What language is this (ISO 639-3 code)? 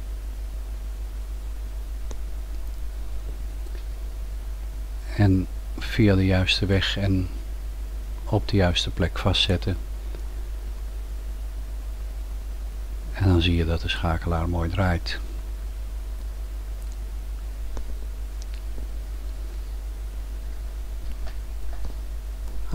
nld